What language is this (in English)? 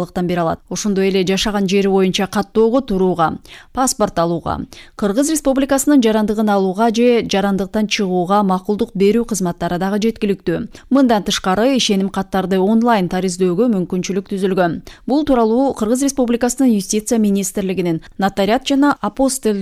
Kyrgyz